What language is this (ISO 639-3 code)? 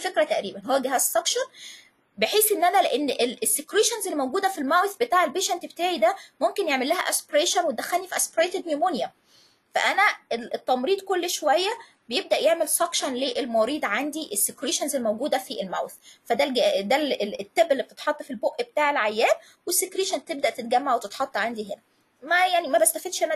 arz